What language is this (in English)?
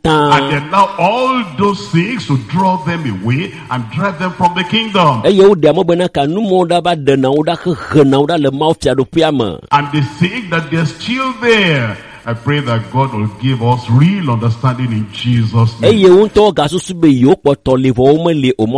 Ewe